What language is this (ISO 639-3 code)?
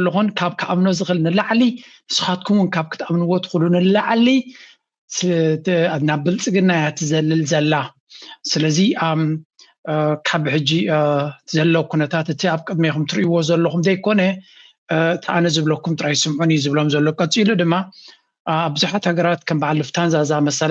tir